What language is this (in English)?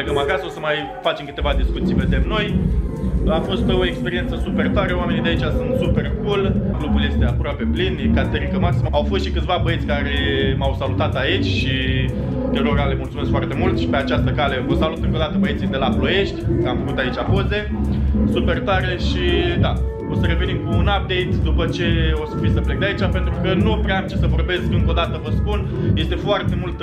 Romanian